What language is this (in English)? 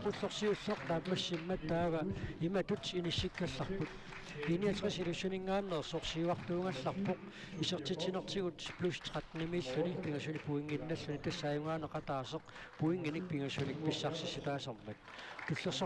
Kalaallisut